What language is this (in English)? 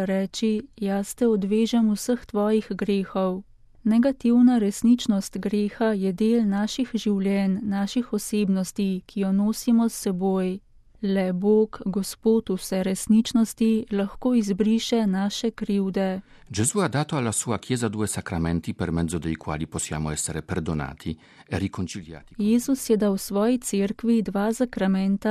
Slovenian